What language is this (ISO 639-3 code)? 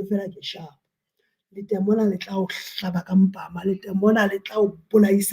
sot